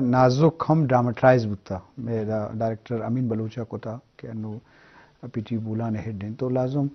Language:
Eastern Balochi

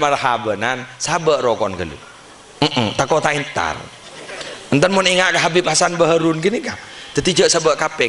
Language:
Madurese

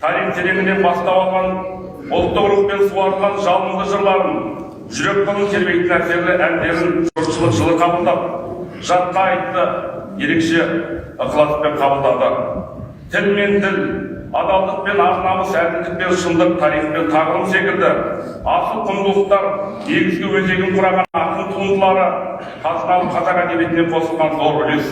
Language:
Kazakh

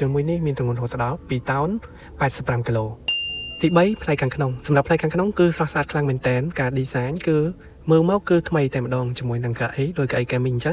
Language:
Khmer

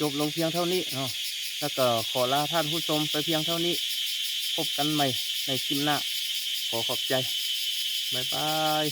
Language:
Lao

